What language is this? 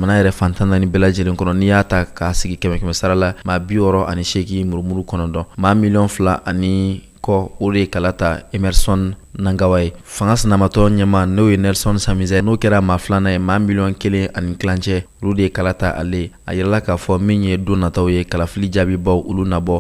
Bambara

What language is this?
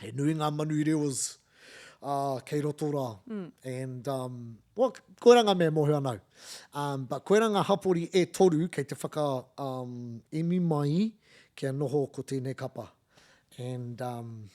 Māori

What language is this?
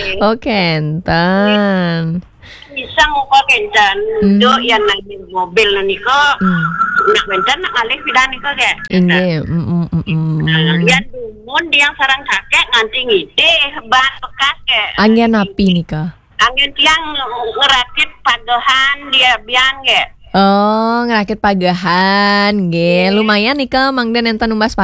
Balinese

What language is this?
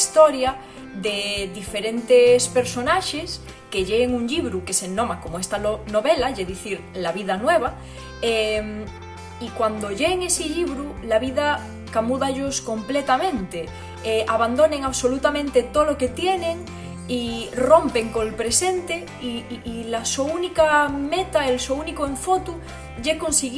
Asturian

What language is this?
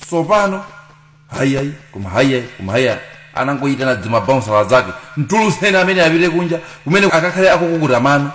Nyanja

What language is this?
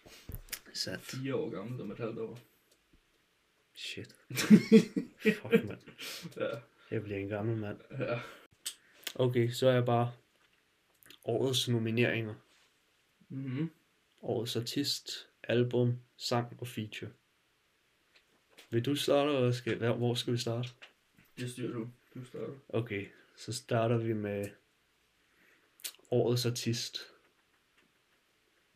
Danish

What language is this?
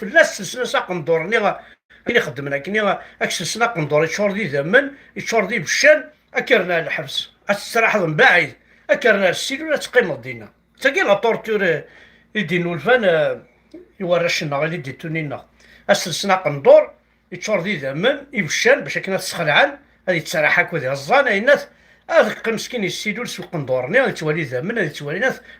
Kabyle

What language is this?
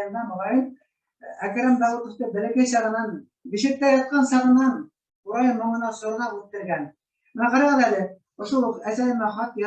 Bashkir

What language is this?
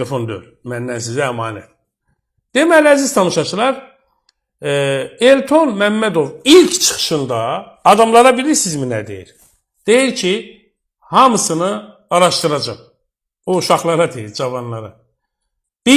Azerbaijani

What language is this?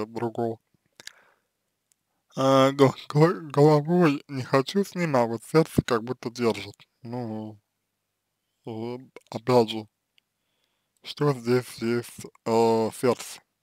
Russian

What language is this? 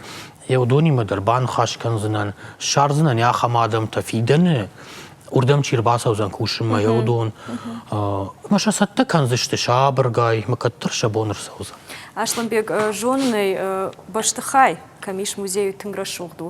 Ossetic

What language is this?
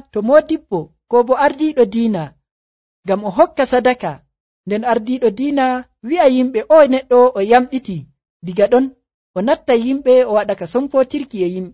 Nigerian Fulfulde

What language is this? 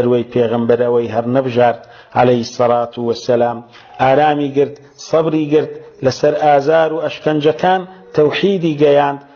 Central Kurdish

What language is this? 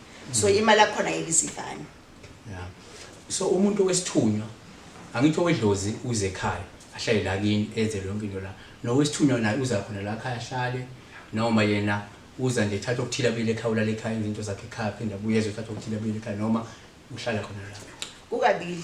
Zulu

